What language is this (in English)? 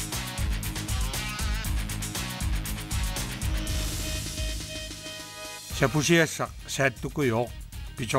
Kalaallisut